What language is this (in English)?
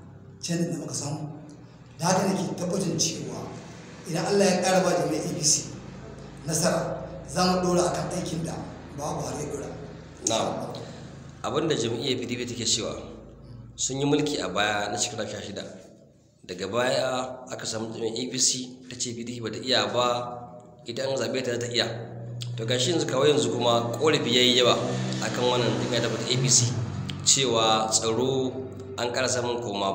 Hausa